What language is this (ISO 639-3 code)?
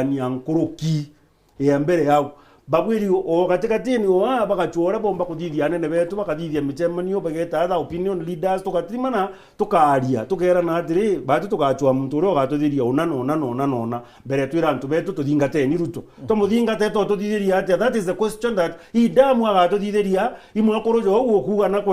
mer